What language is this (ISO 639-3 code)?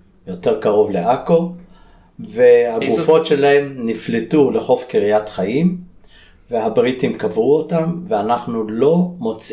heb